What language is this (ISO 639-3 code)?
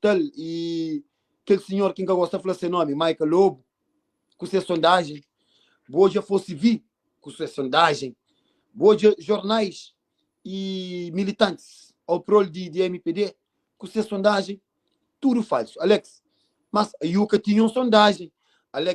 kea